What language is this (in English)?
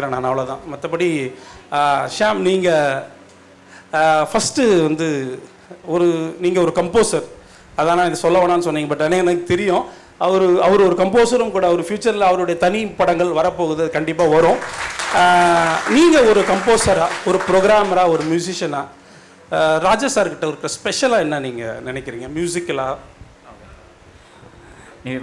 Tamil